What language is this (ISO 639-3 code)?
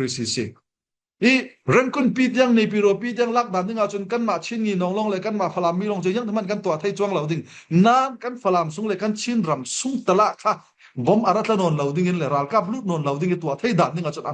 cfm